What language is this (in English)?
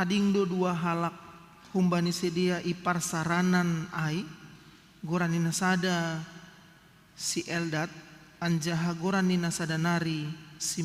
Batak Simalungun